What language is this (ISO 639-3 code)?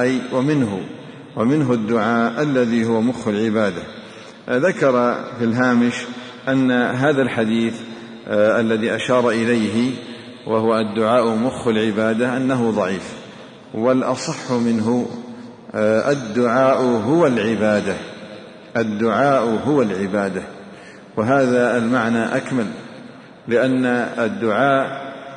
ara